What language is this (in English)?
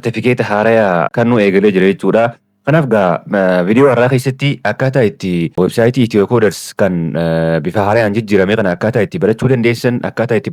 Oromo